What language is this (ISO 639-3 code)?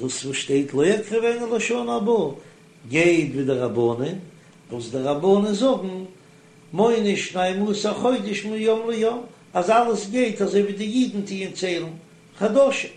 yid